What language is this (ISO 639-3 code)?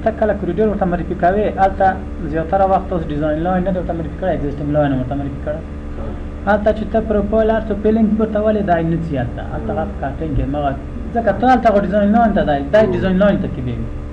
pus